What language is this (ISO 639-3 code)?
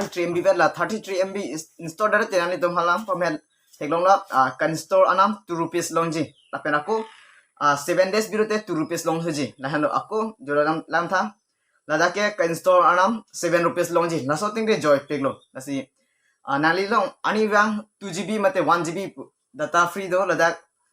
mjw